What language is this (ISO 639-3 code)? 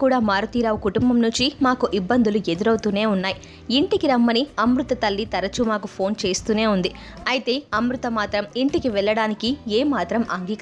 tel